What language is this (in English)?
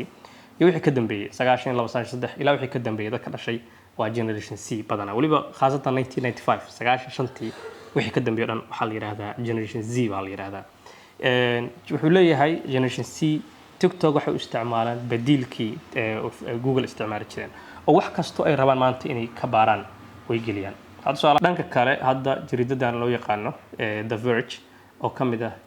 Somali